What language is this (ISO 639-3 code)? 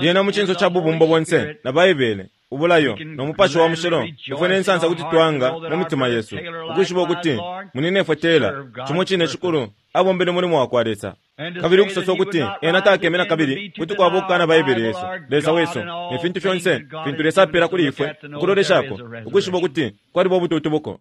bem